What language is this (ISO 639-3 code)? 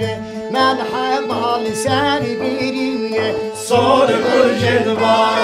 kur